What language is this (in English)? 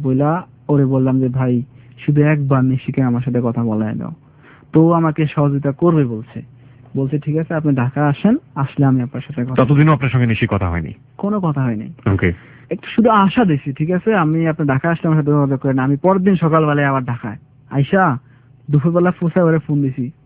Bangla